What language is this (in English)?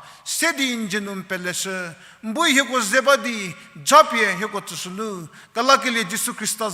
Angami Naga